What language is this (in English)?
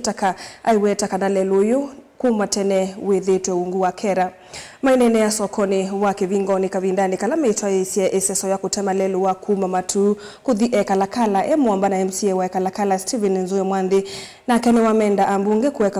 Kamba